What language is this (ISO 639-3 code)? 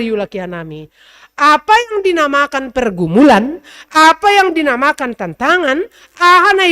bts